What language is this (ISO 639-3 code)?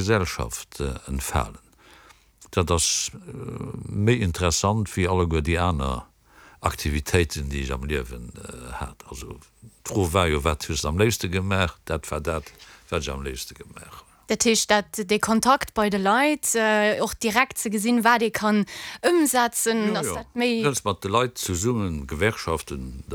ltz